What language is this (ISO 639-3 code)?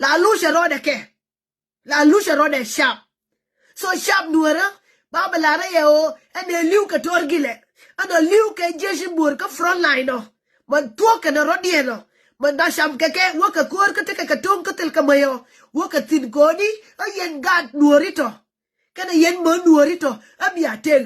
nus